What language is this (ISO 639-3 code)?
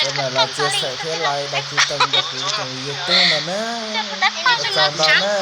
hmn